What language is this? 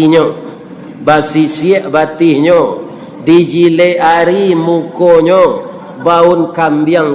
Minangkabau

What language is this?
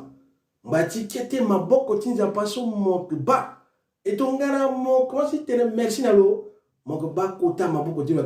Sango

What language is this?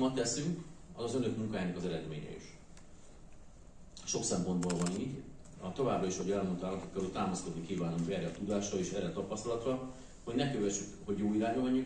Hungarian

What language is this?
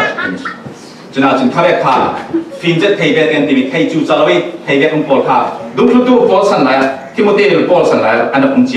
Falam Chin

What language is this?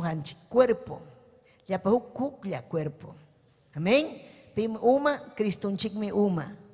Ayacucho Quechua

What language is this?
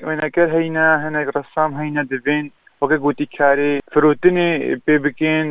Kurdish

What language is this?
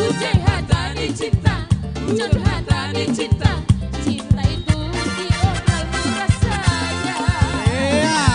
Batak Simalungun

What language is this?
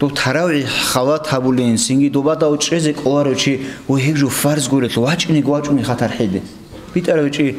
Avaric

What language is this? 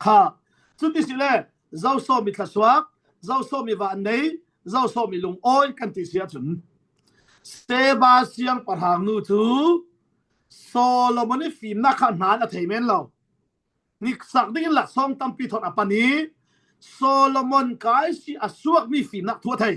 Falam Chin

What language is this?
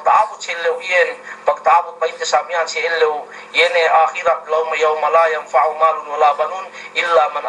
Yakan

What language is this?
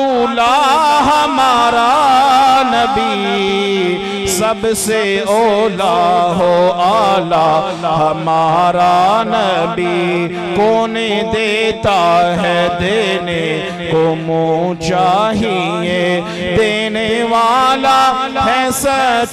Urdu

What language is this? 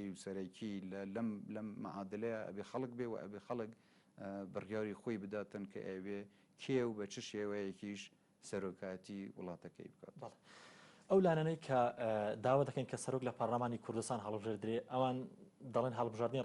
Central Kurdish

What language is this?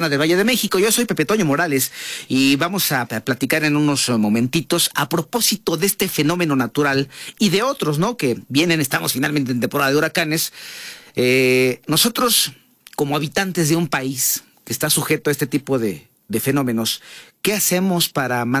Spanish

